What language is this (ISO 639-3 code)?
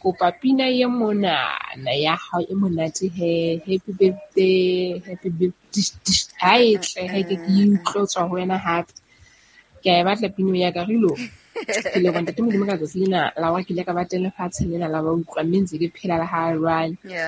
sot